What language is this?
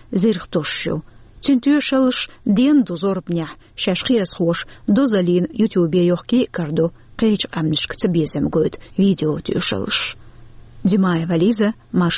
Chechen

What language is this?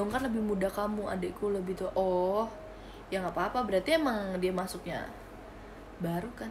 Indonesian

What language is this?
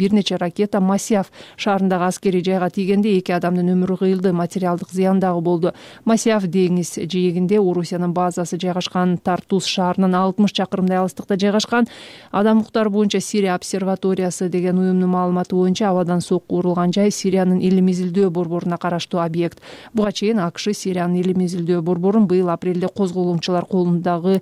Kyrgyz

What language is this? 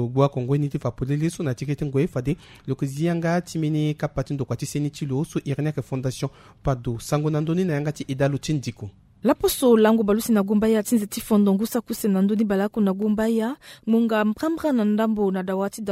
Sango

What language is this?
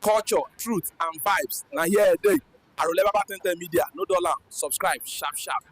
Yoruba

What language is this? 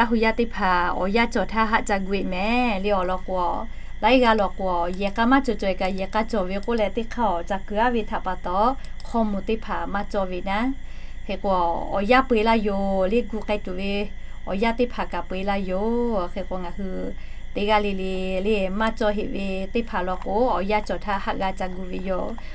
Lahu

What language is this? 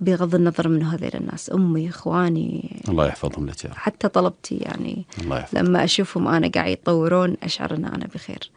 Gulf Arabic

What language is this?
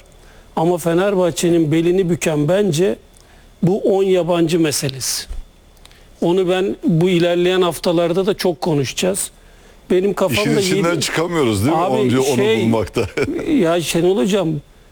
Turkish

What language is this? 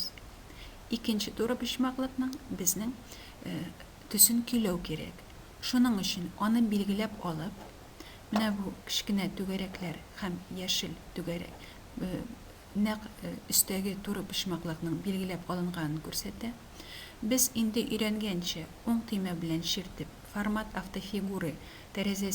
Tatar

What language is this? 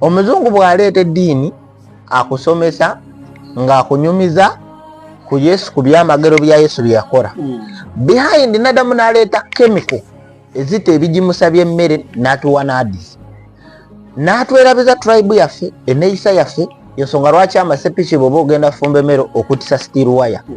Ganda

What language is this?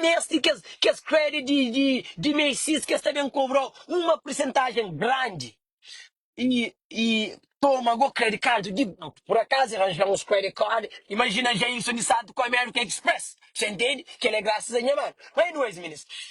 Kabuverdianu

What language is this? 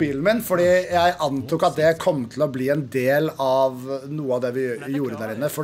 Norwegian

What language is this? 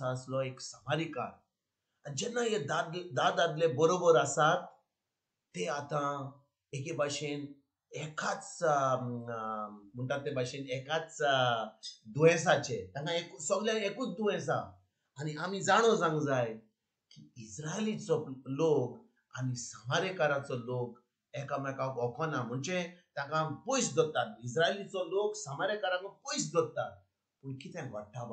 Konkani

